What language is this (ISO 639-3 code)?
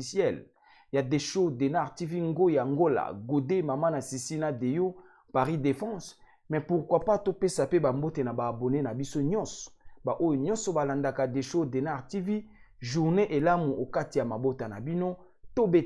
lin